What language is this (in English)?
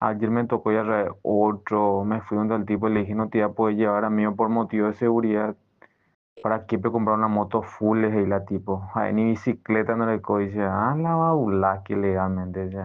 Guarani